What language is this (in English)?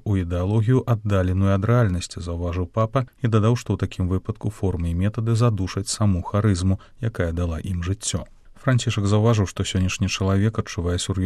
Belarusian